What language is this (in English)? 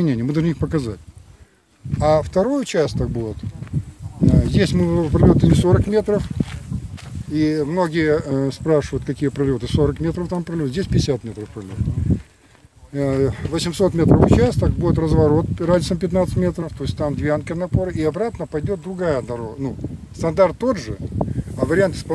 Russian